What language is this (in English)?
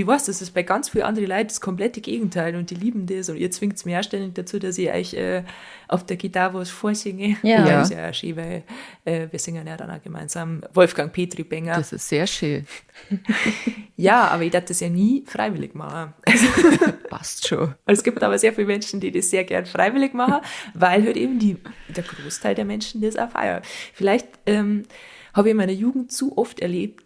Bavarian